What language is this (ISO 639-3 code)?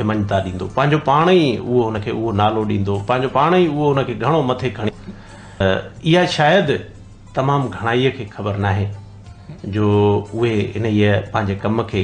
snd